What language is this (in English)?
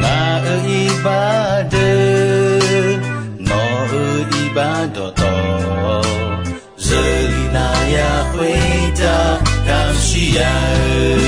Akha